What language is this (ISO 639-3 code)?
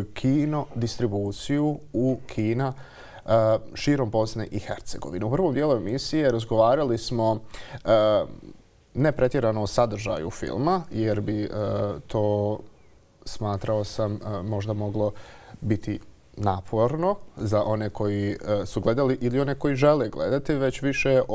bos